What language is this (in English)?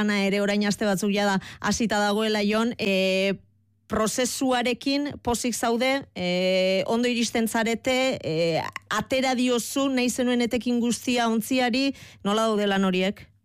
Basque